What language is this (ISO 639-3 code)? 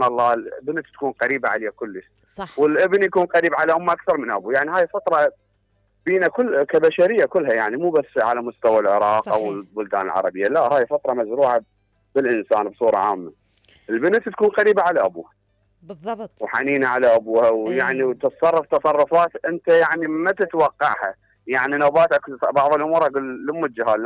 acm